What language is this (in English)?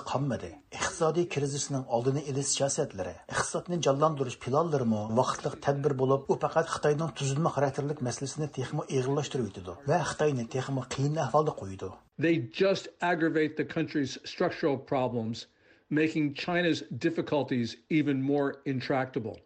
Uyghur